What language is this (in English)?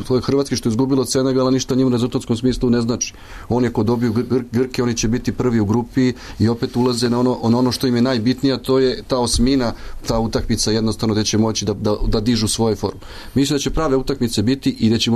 Serbian